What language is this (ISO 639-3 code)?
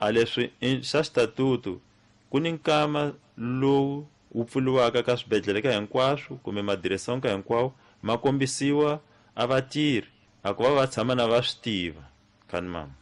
tso